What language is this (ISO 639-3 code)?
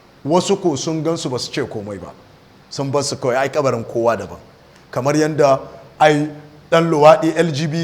hau